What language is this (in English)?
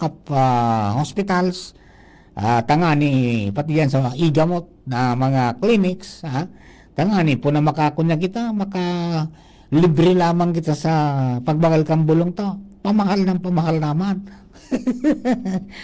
Bikol